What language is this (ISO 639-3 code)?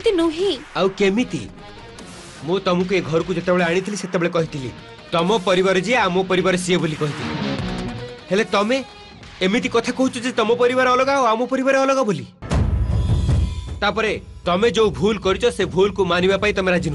ori